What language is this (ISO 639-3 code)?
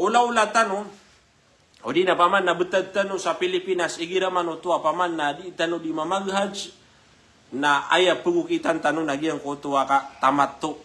mrw